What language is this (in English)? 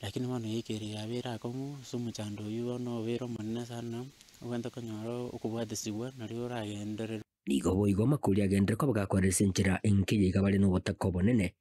Gusii